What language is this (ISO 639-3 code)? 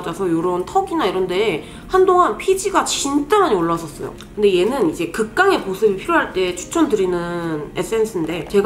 kor